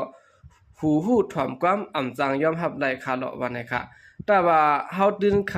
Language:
Shan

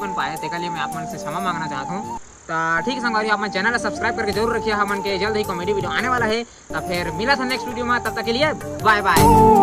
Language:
Chhattisgarhi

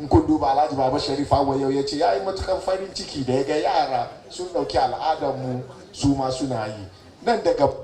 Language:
Hausa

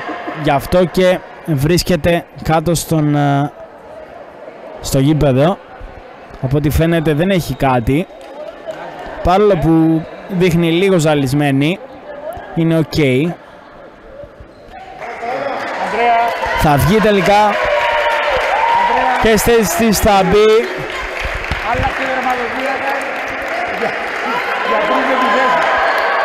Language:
Greek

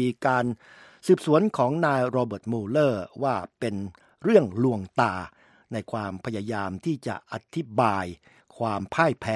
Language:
Thai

